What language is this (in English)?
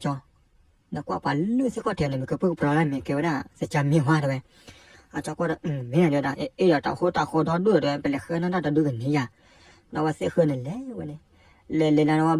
S'gaw Karen